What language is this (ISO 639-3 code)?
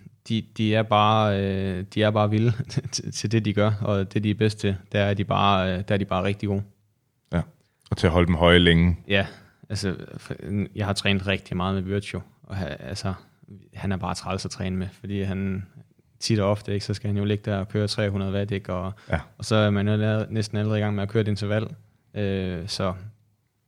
dan